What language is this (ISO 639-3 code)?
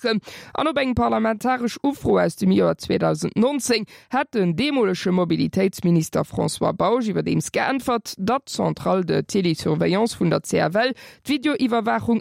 ltz